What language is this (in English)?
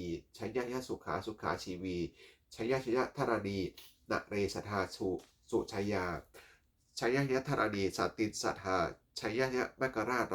Pali